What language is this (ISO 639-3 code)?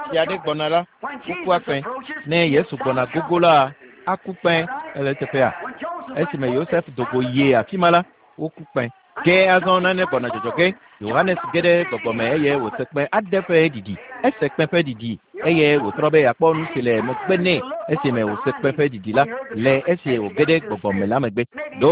ewe